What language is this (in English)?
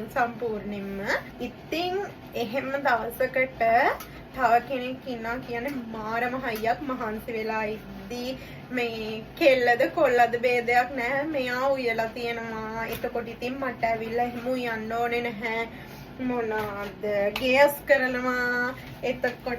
Sinhala